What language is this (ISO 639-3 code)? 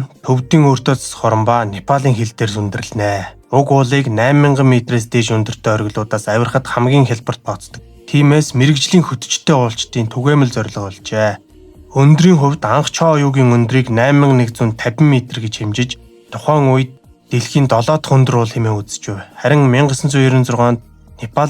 mon